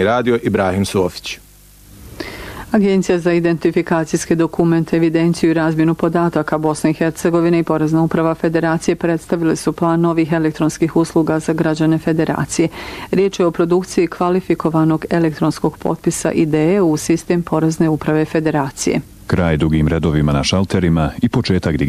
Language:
Bosnian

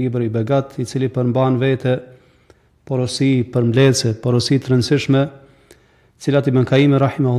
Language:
Albanian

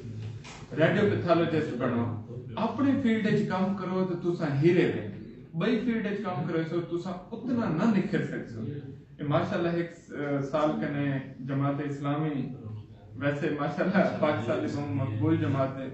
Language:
Saraiki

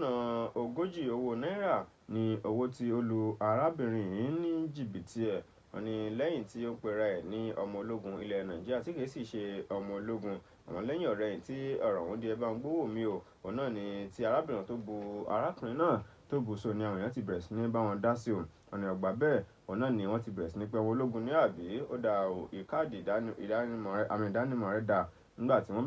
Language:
Yoruba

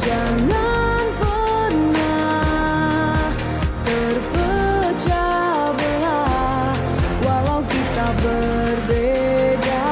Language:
Manado Malay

